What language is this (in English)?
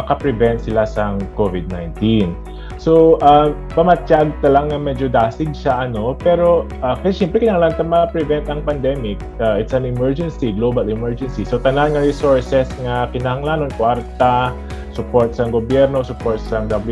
Hiligaynon